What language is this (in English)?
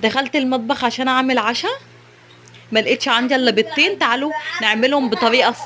Egyptian Arabic